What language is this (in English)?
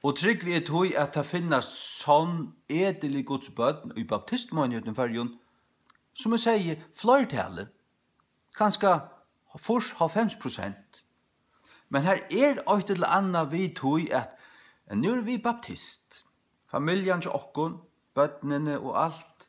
Faroese